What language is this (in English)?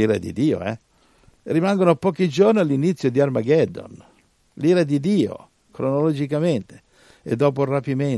Italian